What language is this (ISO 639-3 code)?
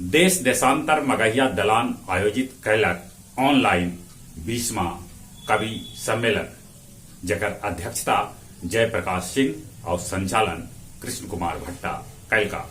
mag